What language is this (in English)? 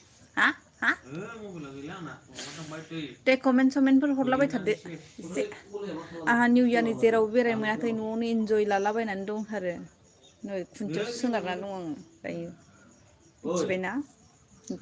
Bodo